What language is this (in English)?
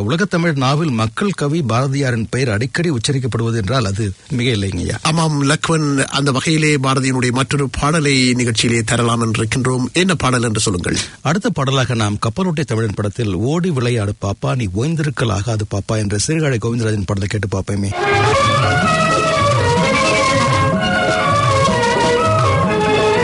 Tamil